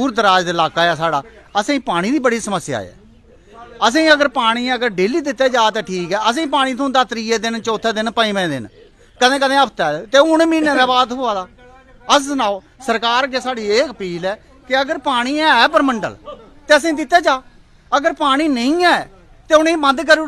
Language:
Dogri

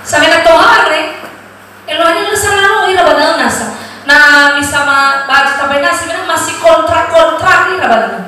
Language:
Nias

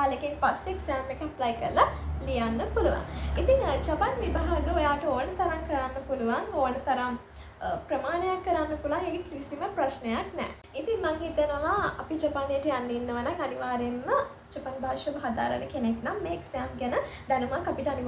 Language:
Sinhala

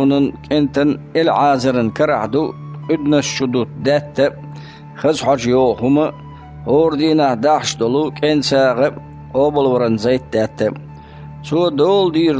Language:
Chechen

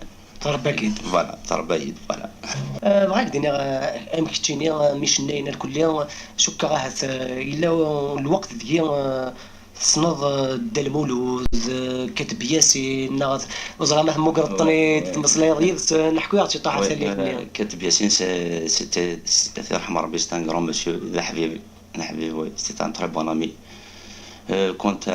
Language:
Kabyle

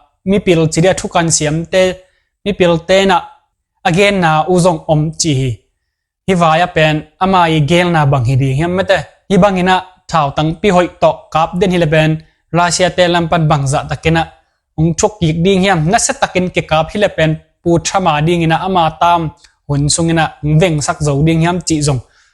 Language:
Tedim Chin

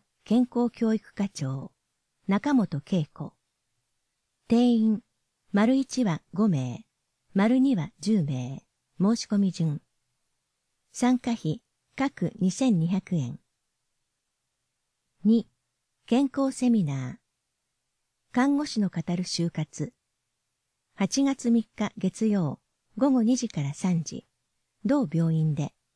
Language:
Japanese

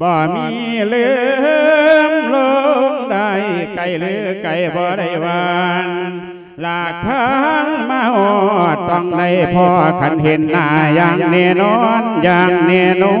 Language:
Lao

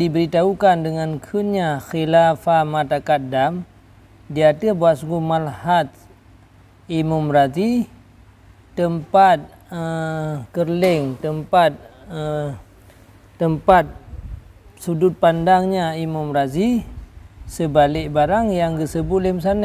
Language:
Achinese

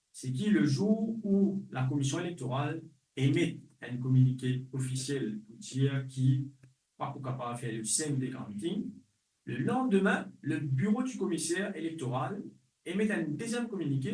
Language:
Morisyen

